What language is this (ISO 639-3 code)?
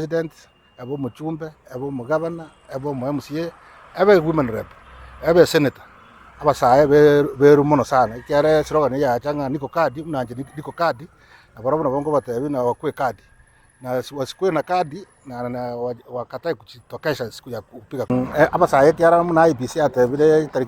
guz